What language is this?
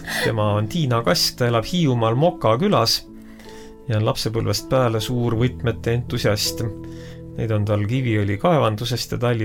Estonian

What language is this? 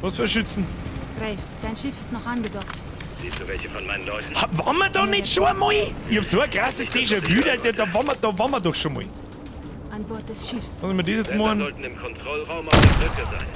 Bavarian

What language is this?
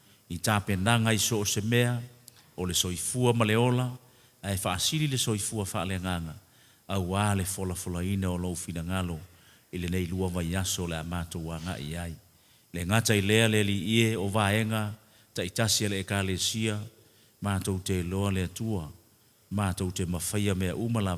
Samoan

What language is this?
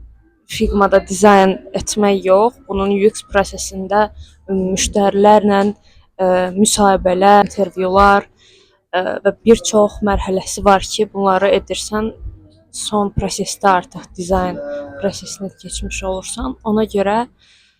Azerbaijani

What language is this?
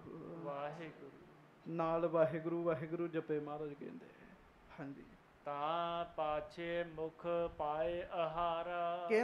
Punjabi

